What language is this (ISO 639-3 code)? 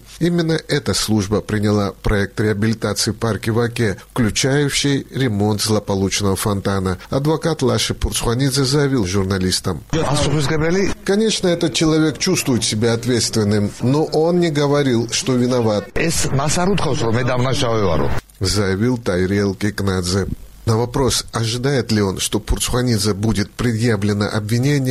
rus